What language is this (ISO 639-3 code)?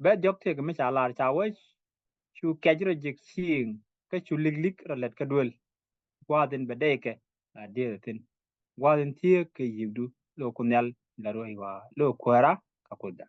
nus